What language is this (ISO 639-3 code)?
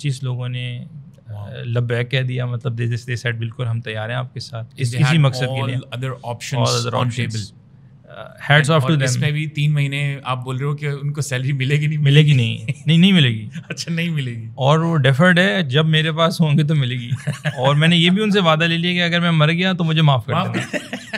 urd